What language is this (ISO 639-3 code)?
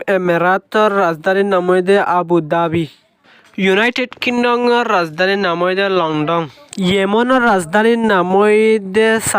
rhg